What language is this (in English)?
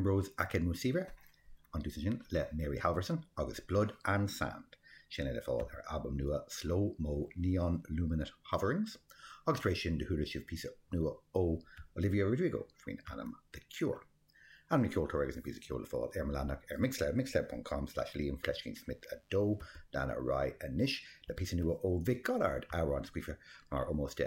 Irish